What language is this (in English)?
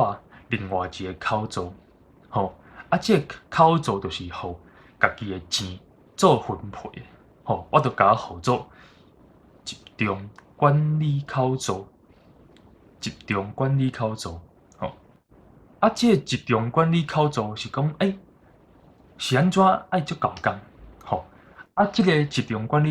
Min Nan Chinese